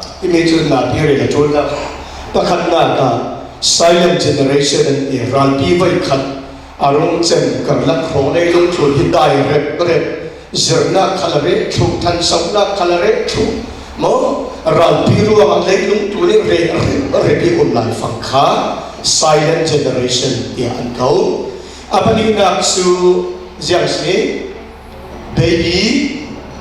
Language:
Falam Chin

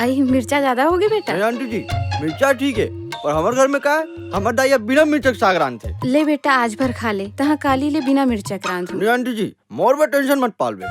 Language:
Chhattisgarhi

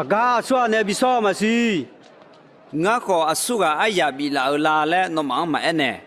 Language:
Akha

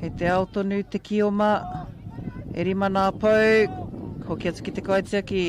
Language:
Māori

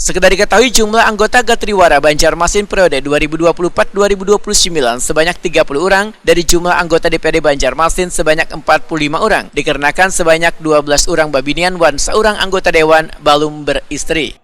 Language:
Banjar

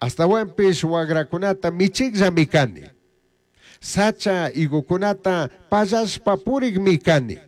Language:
Chimborazo Highland Quichua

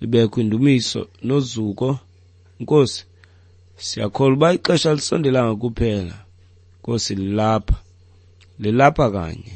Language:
Xhosa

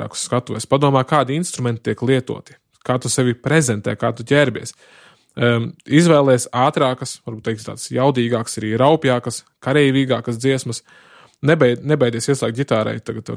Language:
Latvian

